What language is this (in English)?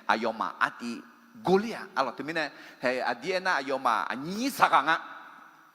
Akha